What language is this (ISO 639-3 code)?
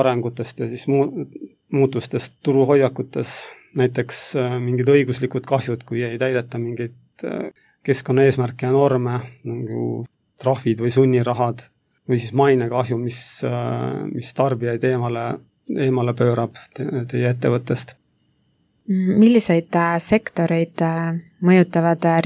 est